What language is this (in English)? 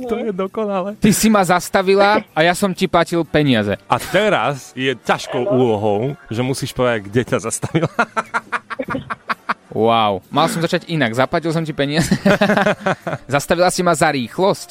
Slovak